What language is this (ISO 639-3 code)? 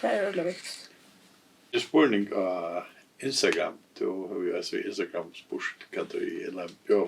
fao